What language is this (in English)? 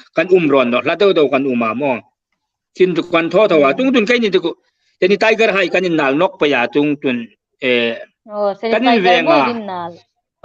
Hmar